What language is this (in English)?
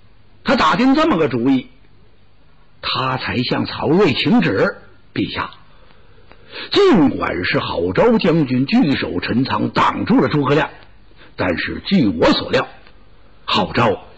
Chinese